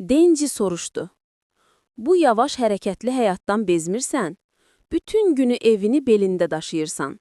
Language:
Azerbaijani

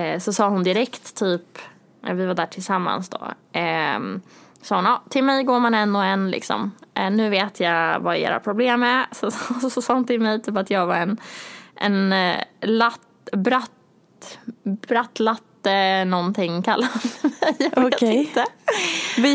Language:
Swedish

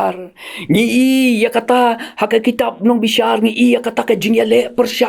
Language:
Khasi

